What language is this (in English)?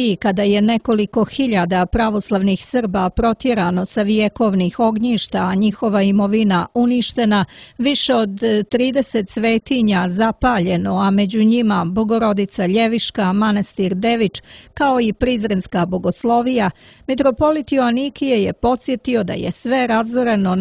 Serbian